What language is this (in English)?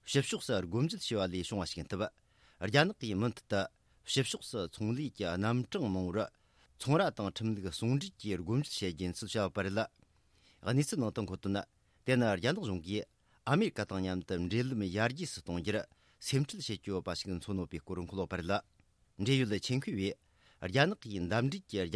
Tibetan